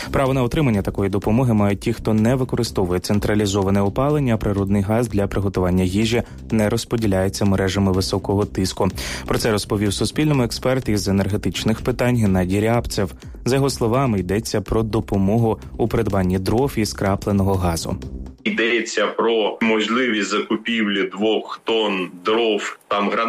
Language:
Ukrainian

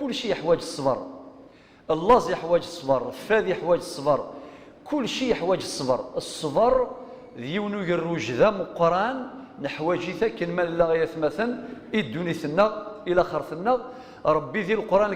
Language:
Kabyle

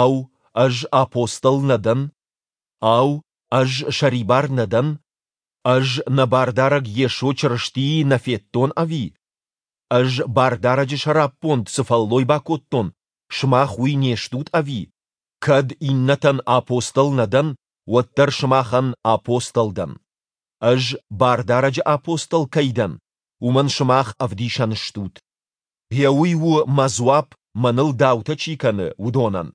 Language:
Ossetic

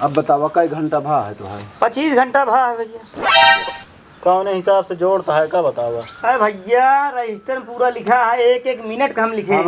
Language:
Awadhi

